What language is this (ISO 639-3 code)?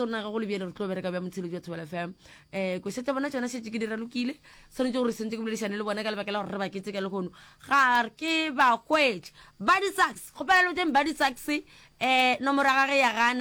nso